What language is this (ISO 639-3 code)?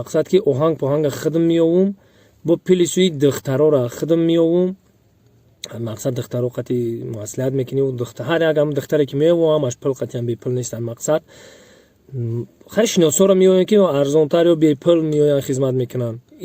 tgk